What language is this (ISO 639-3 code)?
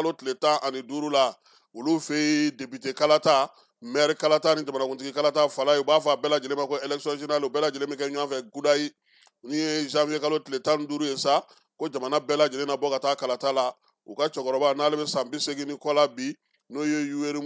bam